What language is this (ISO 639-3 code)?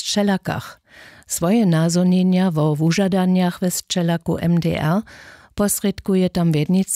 hsb